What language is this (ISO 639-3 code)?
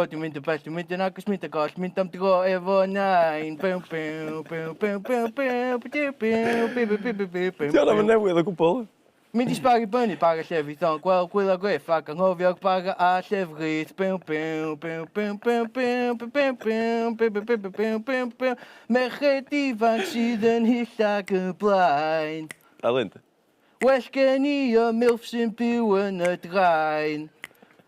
cym